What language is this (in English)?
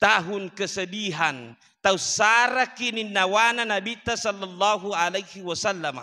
Buginese